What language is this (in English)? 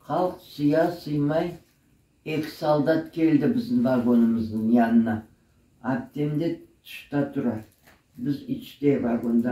Crimean Tatar